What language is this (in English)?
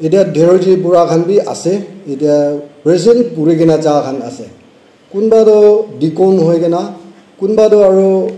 Naga Pidgin